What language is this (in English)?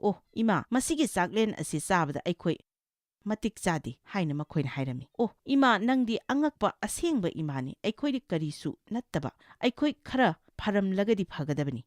Manipuri